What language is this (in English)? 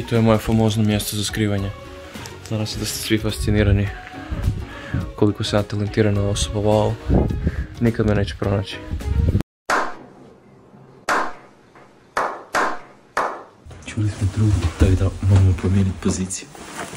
Croatian